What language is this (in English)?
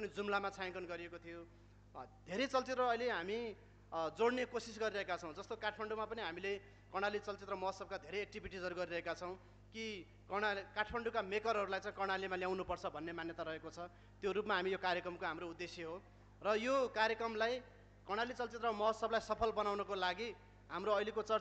Nepali